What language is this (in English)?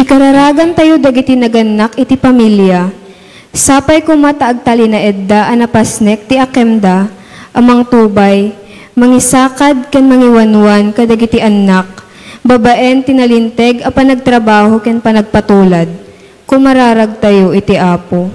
Iloko